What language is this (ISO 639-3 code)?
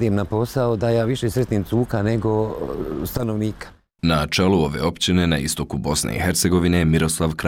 bos